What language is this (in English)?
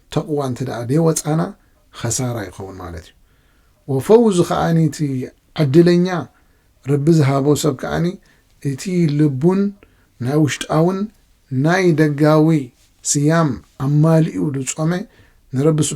Tigrinya